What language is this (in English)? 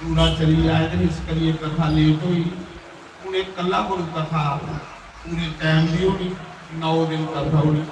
Dogri